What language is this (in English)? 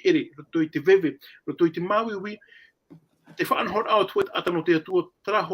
Tahitian